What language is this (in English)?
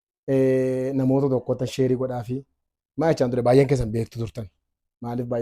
Oromo